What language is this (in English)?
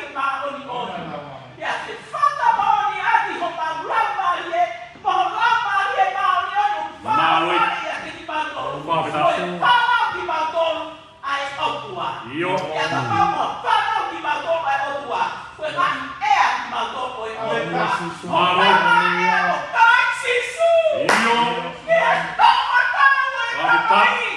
Tongan